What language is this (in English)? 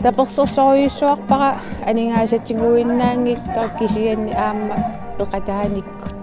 Kalaallisut